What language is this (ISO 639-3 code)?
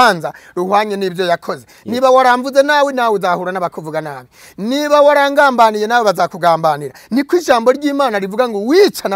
kin